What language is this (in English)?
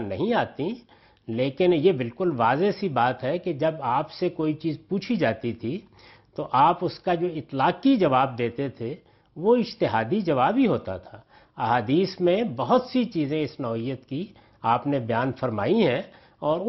Urdu